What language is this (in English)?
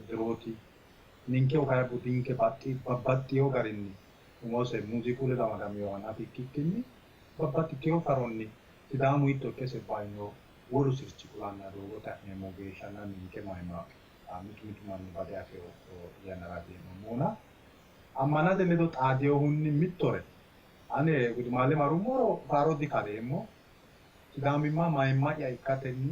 Sidamo